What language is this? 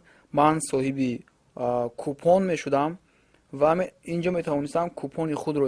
Tajik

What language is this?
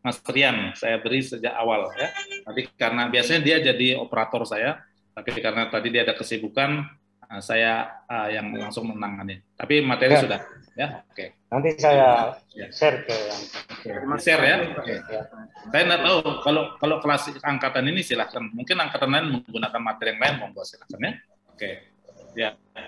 Indonesian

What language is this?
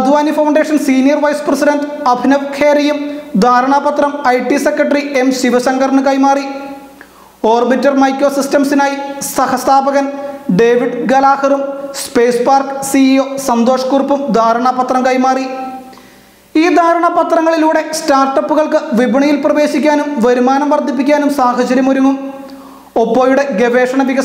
Malayalam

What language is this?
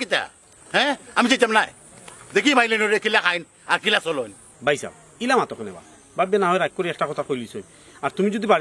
Sylheti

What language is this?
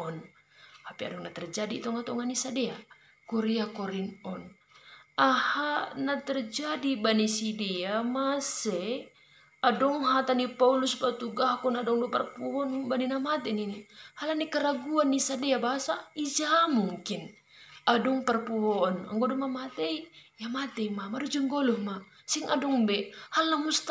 Batak Simalungun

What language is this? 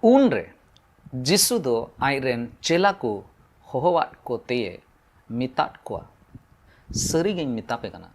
Santali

